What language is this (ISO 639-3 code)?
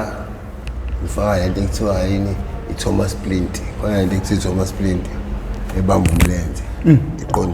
zul